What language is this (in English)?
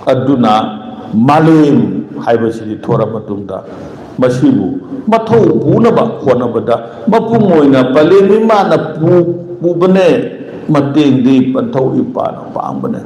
Manipuri